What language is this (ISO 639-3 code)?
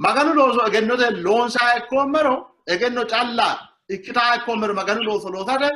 sid